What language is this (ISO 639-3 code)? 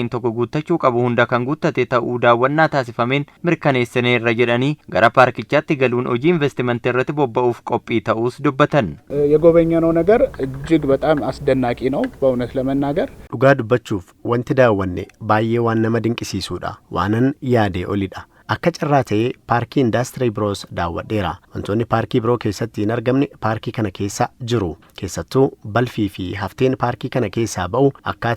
orm